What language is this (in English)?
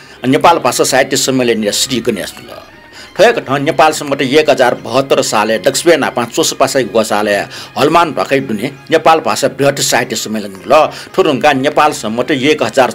Newari